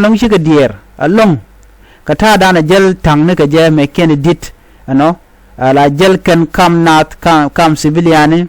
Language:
Nuer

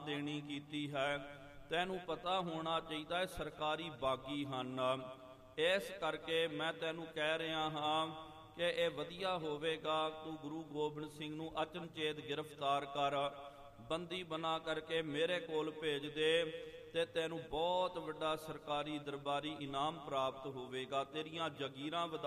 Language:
Punjabi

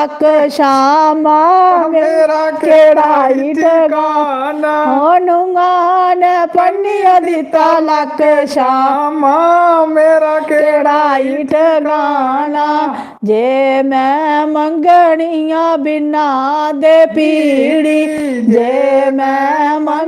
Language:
Dogri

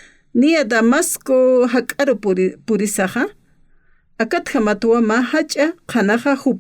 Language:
Aymara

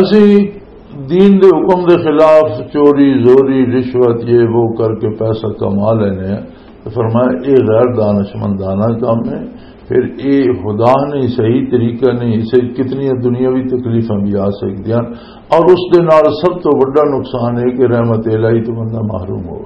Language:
Western Panjabi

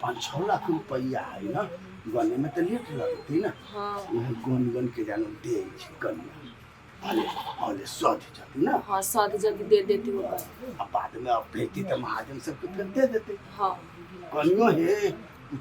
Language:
Maithili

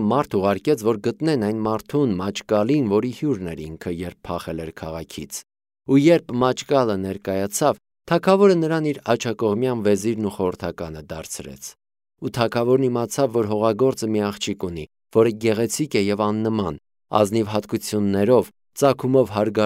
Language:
Armenian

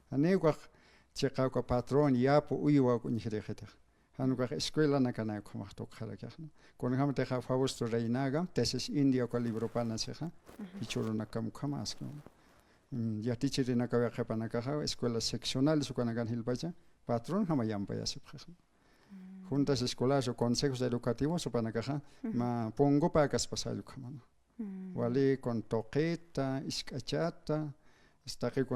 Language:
Aymara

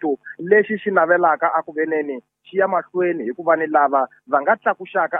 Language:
Tsonga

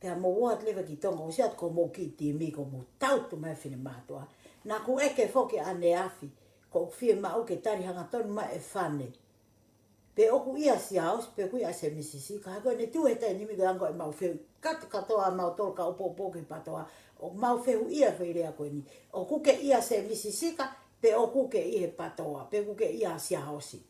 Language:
Tongan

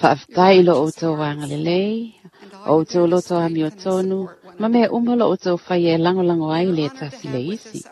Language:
Samoan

